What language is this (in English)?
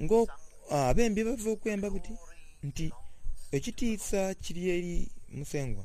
Soga